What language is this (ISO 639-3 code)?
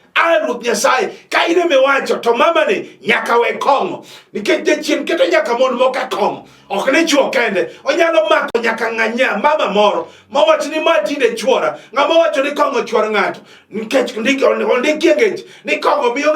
luo